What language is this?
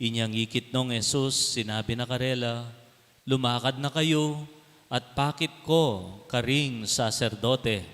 Pampanga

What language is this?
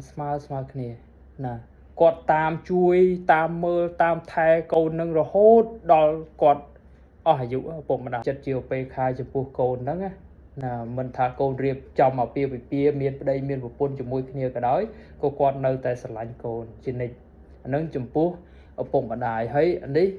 Khmer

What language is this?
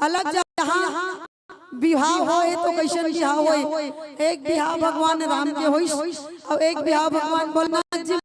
Chhattisgarhi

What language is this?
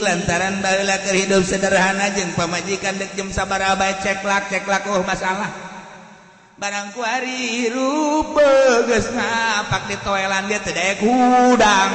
Sundanese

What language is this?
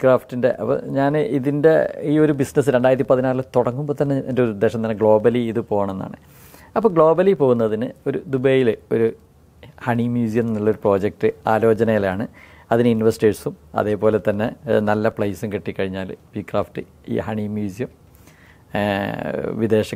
Malayalam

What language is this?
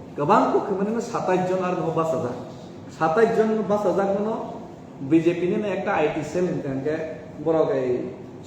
Kok Borok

